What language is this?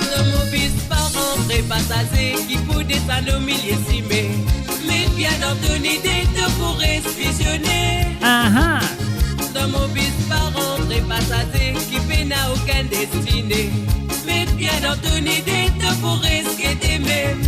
Morisyen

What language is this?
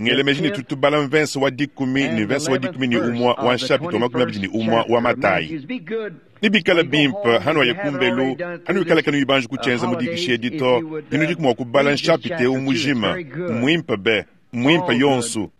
Luba-Lulua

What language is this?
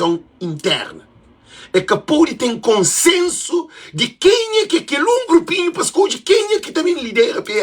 Kabuverdianu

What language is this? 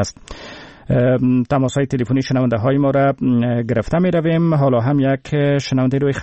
Persian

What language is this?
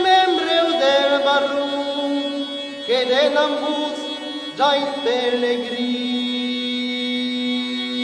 Old Provençal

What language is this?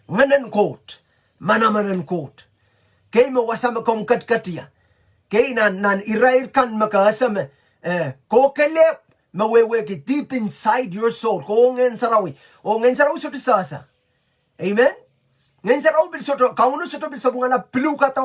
Pohnpeian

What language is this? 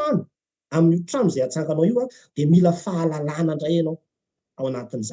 Malagasy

